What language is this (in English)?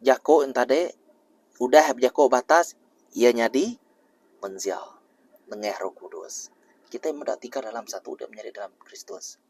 Iban